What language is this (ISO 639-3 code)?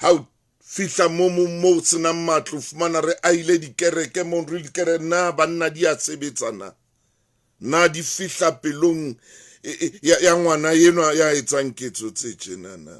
sot